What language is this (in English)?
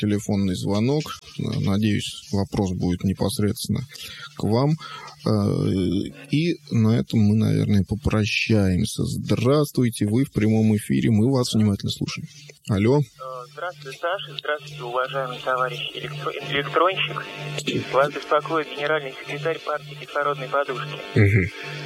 Russian